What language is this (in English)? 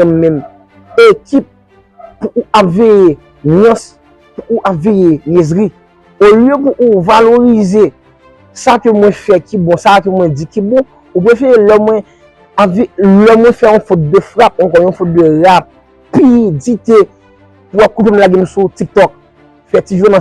Haitian Creole